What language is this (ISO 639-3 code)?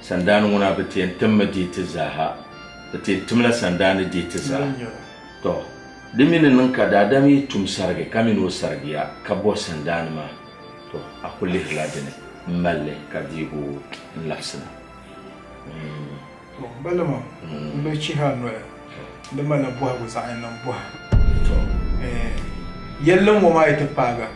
dag